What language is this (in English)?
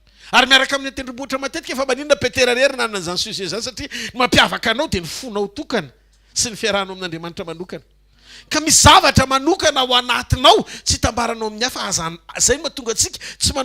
Malagasy